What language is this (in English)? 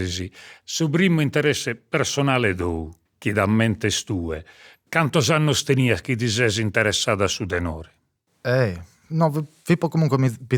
Sardinian